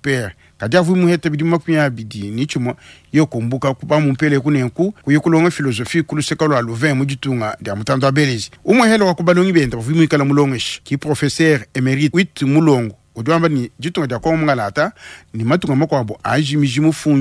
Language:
Luba-Lulua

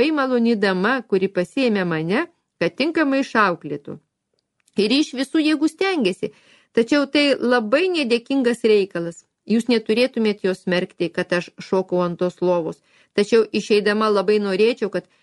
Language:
Lithuanian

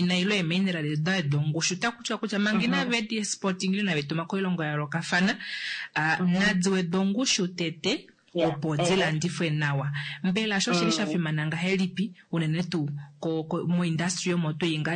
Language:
Kuanyama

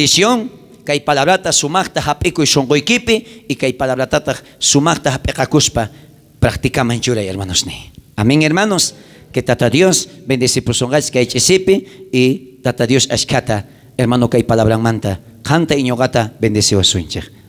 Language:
South Bolivian Quechua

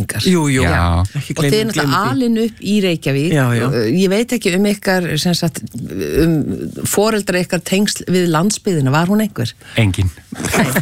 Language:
Icelandic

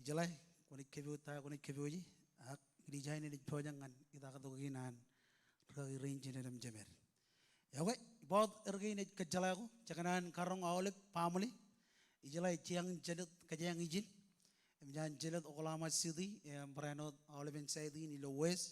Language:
Marshallese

